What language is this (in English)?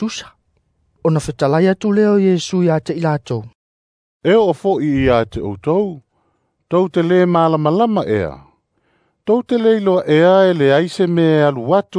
Samoan